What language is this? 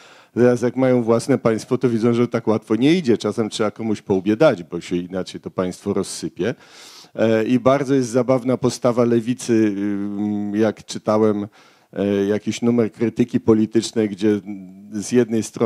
Polish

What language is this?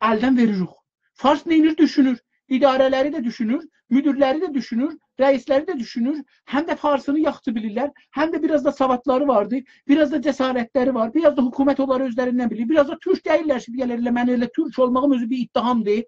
South Azerbaijani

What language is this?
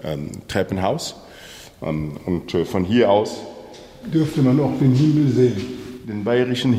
German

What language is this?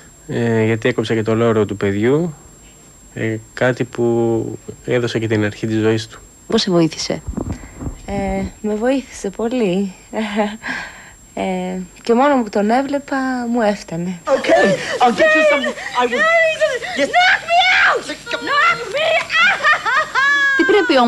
Greek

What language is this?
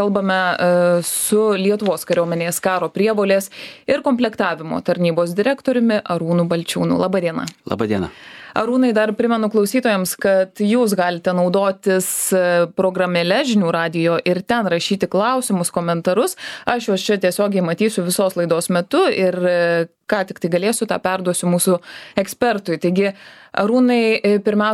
Lithuanian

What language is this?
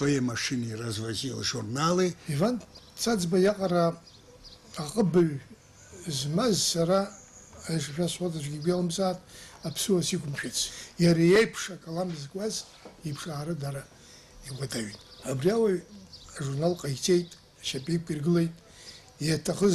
Abkhazian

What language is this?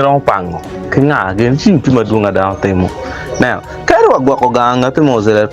Acoli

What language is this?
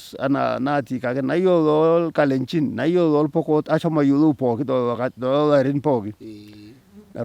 Masai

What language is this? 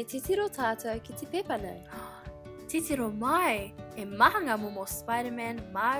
Māori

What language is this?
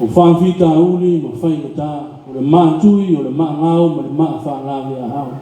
Samoan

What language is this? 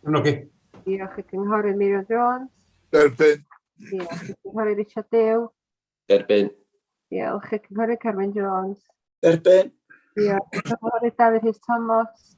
Welsh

